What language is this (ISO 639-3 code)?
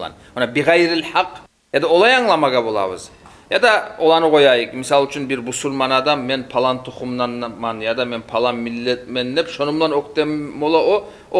kum